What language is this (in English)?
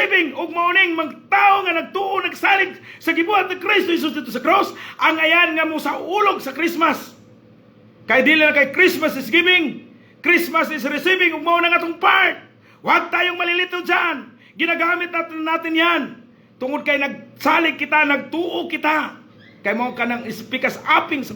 Cebuano